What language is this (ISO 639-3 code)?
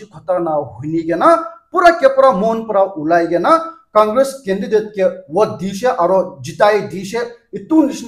nag